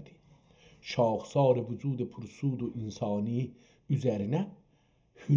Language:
South Azerbaijani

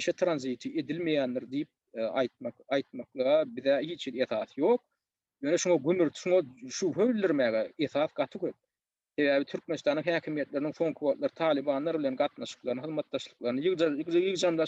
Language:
Turkmen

